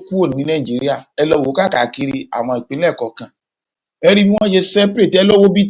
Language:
Yoruba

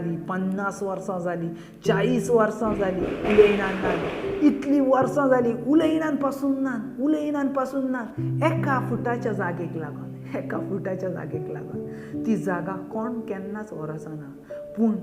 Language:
Konkani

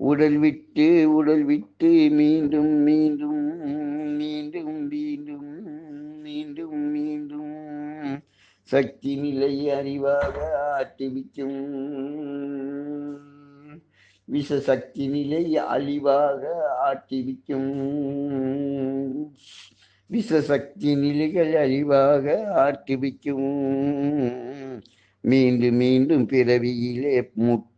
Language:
Tamil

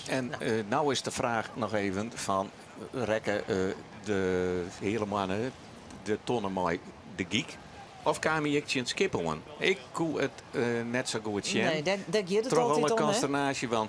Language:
Western Frisian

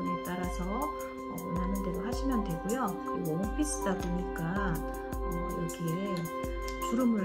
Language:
Korean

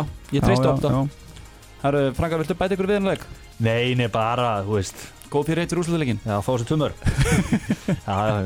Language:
Icelandic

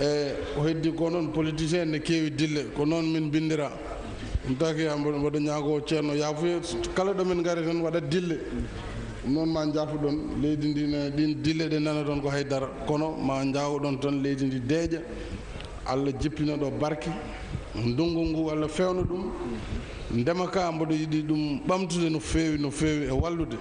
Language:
Fula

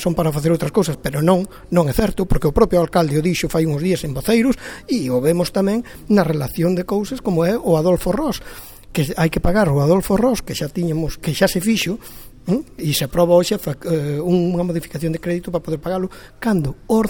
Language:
Galician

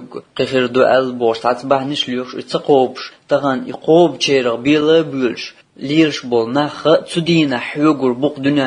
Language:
Chechen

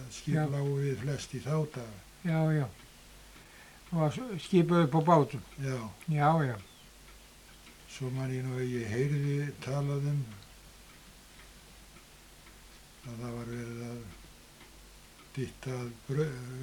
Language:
Icelandic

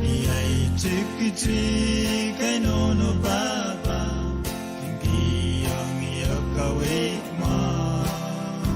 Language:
Pohnpeian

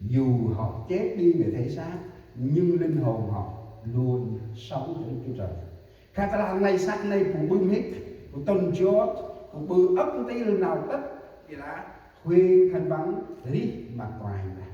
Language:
Central Mnong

